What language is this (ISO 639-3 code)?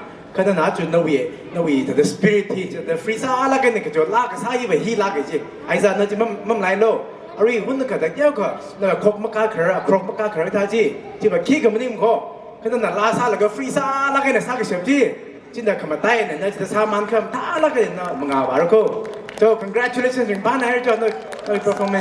nmf